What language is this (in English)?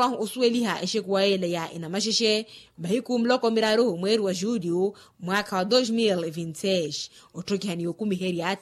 Makhuwa